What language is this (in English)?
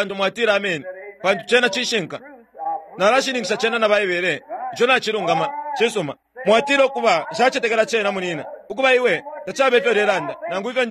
Bemba